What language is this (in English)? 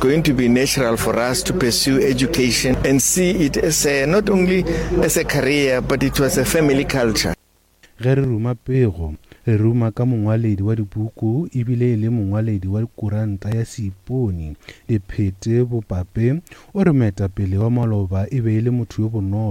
Northern Sotho